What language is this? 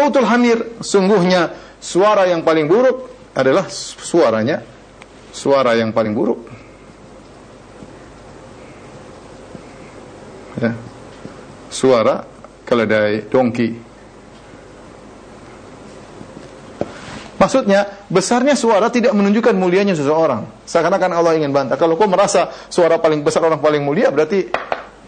Indonesian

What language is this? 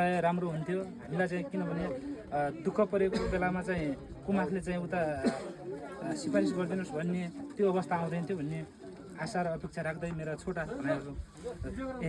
Nepali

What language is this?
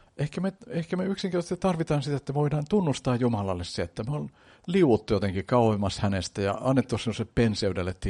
Finnish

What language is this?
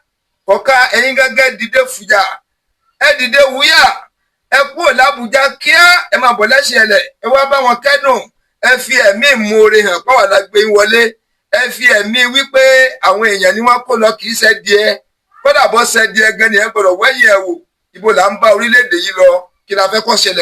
Yoruba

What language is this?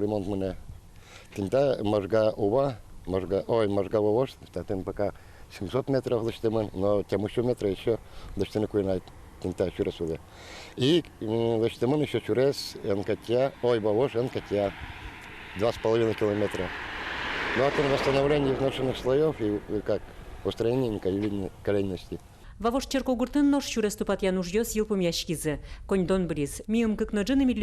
Udmurt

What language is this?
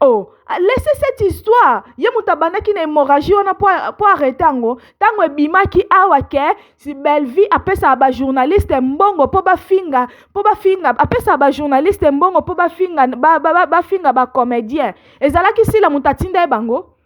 Lingala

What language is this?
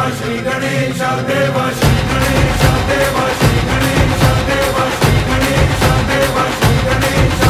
Marathi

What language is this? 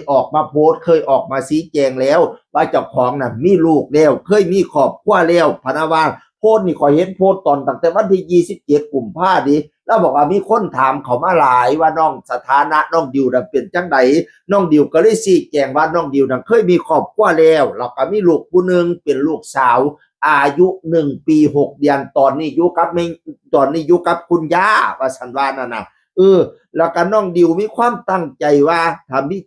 Northeastern Thai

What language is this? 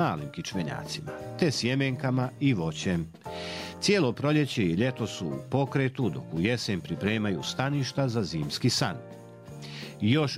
Croatian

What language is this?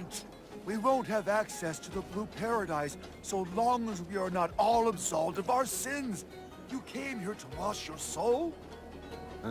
Bavarian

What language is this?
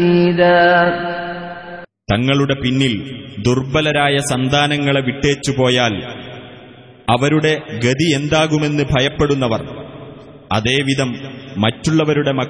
Malayalam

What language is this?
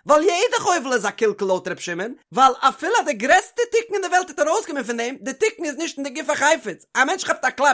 Yiddish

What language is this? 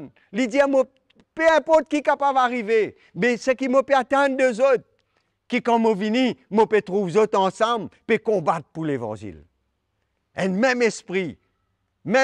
Morisyen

